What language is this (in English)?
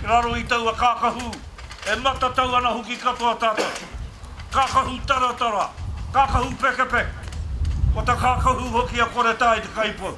Māori